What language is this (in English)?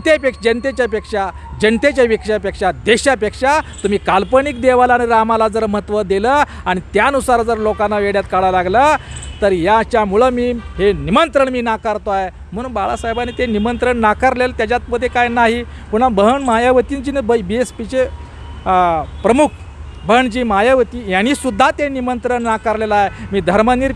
Marathi